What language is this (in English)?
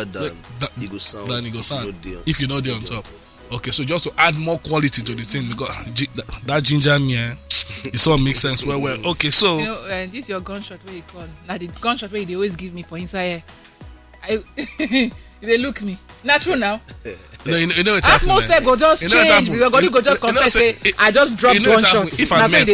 Nigerian Pidgin